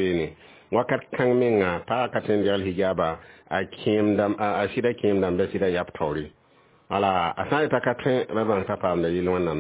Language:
Mossi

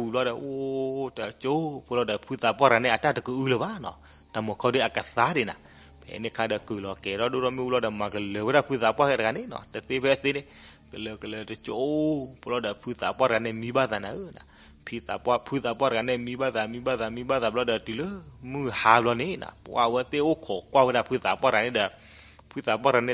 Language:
S'gaw Karen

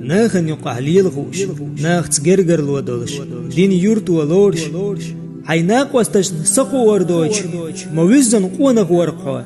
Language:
Chechen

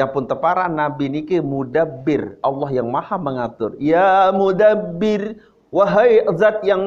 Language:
Sasak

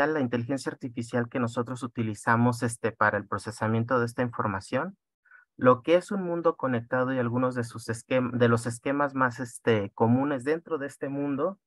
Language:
Spanish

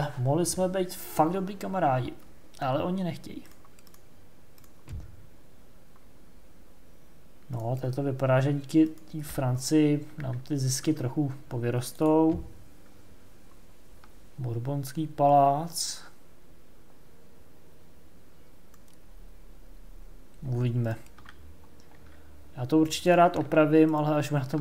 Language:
Czech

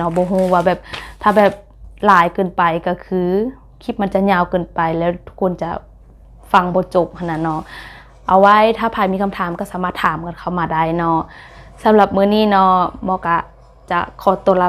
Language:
Lao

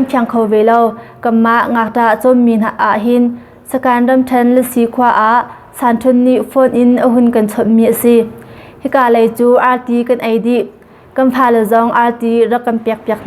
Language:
Hakha Chin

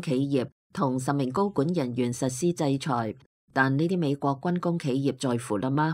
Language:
Cantonese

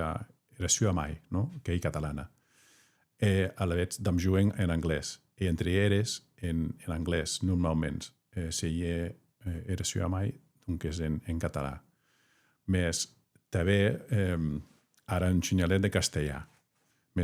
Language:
Occitan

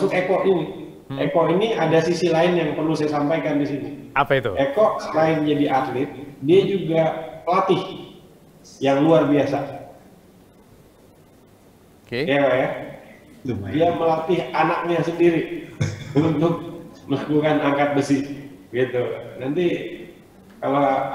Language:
Indonesian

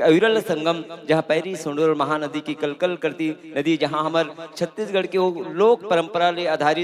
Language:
Chhattisgarhi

